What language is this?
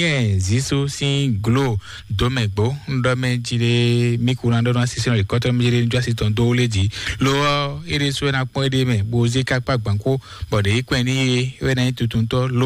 Fon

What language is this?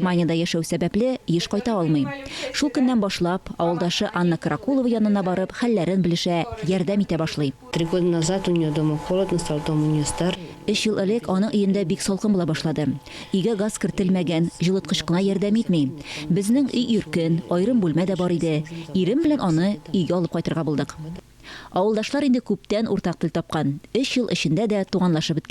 Tatar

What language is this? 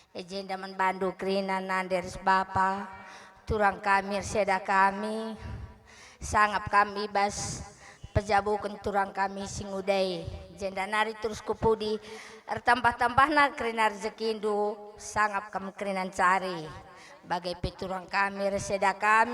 Batak Karo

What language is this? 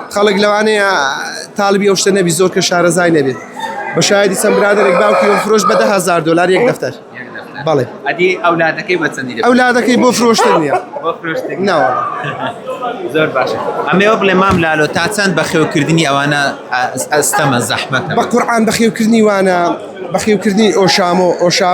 Central Kurdish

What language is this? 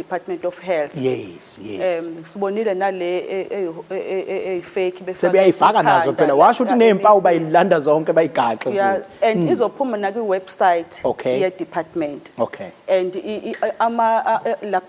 Zulu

